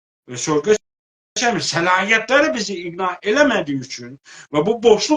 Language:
South Azerbaijani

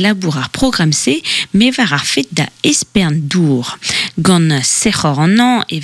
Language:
Breton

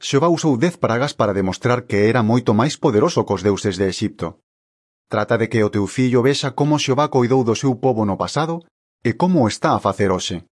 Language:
Galician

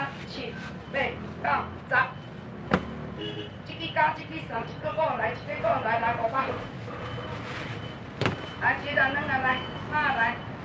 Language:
Min Nan Chinese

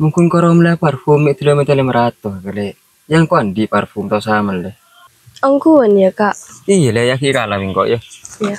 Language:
Madurese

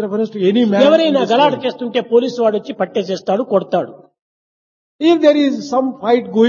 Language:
Telugu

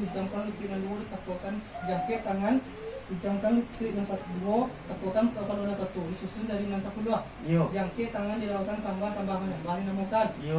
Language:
Minangkabau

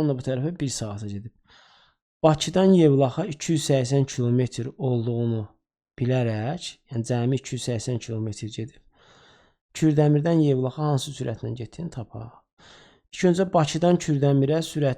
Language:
Azerbaijani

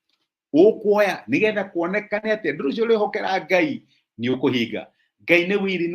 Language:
Kikuyu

